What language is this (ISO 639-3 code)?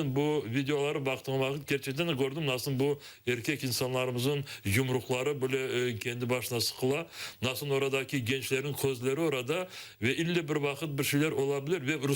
crh